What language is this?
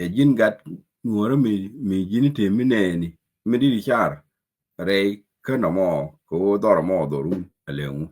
Nuer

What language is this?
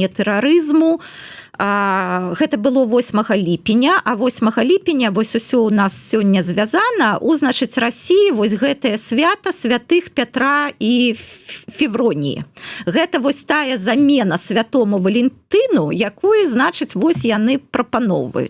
Belarusian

